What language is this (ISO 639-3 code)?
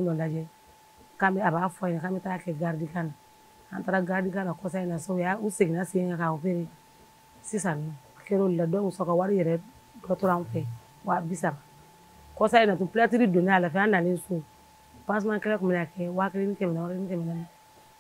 bam